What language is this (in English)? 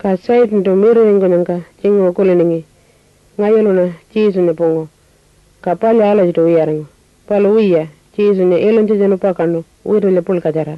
Pitjantjatjara